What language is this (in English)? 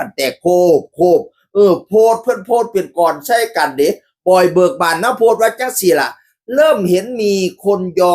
Northeastern Thai